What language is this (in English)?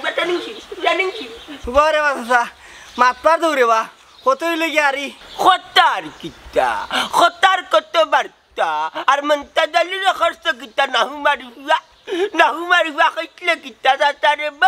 Sylheti